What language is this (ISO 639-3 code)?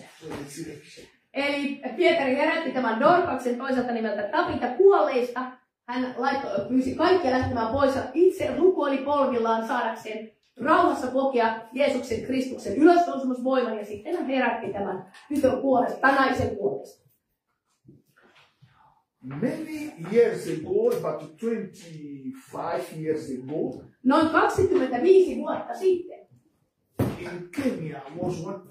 fin